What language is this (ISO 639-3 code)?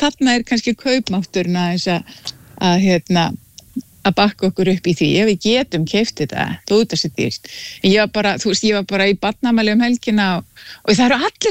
isl